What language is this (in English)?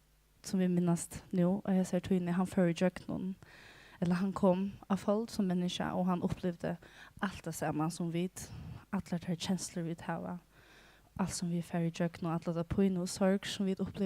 Faroese